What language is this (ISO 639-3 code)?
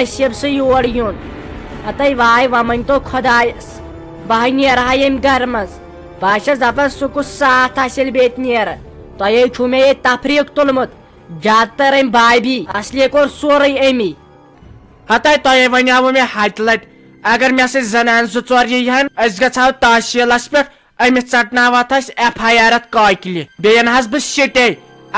kas